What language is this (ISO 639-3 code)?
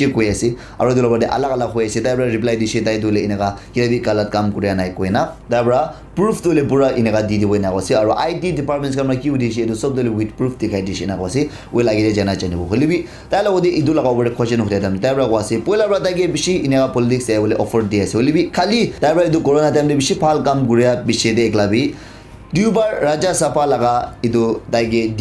nag